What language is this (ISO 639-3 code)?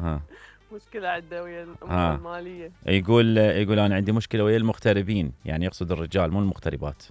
acm